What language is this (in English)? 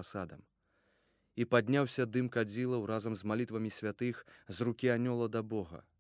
Belarusian